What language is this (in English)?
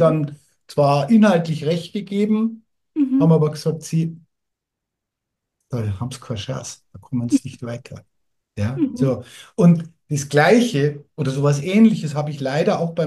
German